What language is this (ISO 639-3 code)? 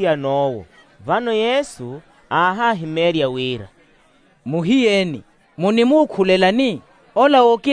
vmw